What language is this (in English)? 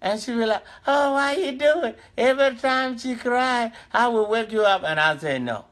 Dinka